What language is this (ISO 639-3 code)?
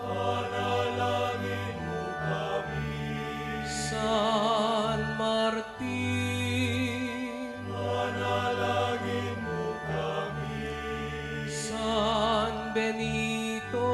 pam